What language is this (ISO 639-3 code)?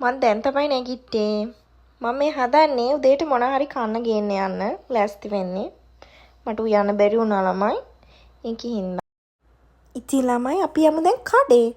sin